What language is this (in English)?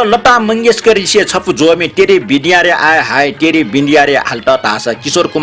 Newari